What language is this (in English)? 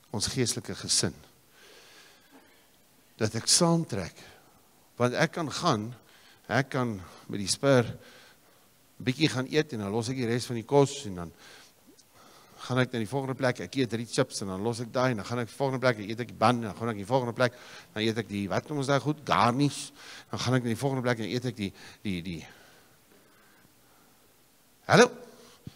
Afrikaans